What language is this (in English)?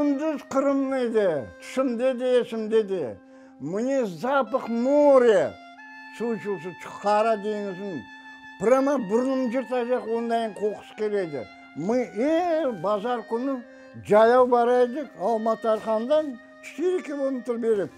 Crimean Tatar